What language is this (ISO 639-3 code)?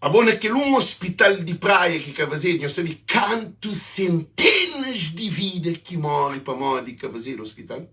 kea